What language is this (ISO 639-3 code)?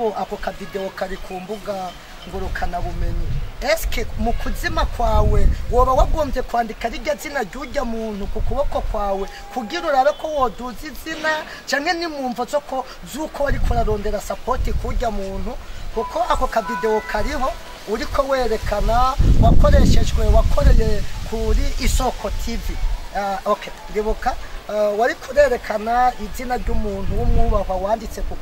run